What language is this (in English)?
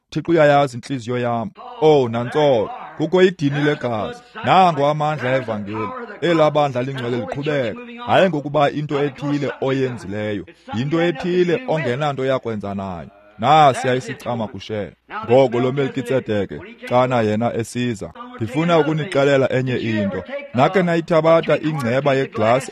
Xhosa